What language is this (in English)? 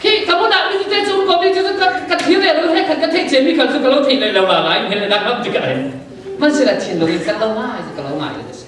Falam Chin